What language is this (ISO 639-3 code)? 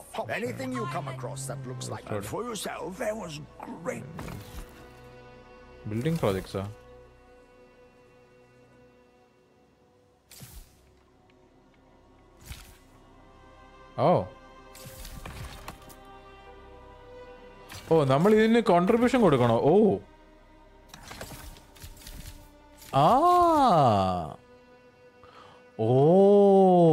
mal